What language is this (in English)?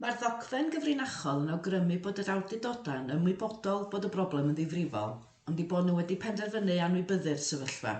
Welsh